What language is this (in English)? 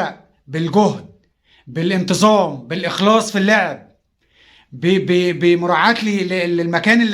Egyptian Arabic